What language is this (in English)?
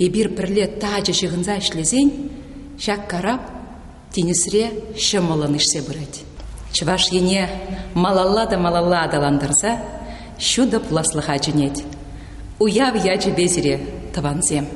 Chuvash